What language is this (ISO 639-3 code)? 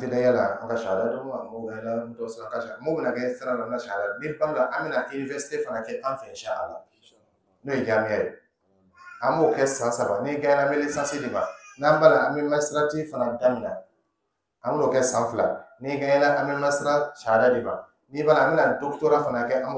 dyu